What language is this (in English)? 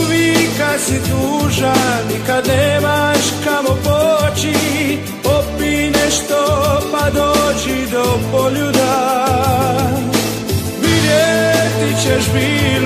Croatian